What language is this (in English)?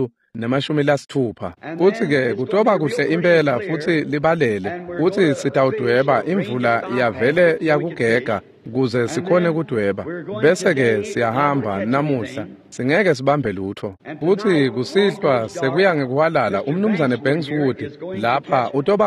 Swati